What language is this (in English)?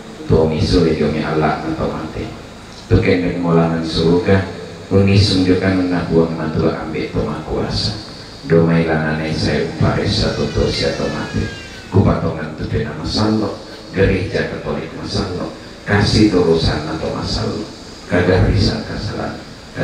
Toraja-Sa'dan